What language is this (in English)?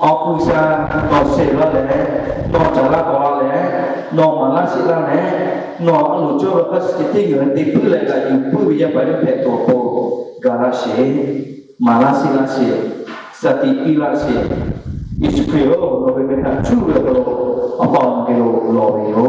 Lahu